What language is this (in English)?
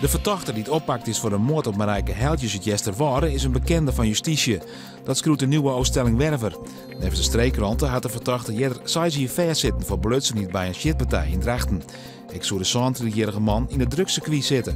Western Frisian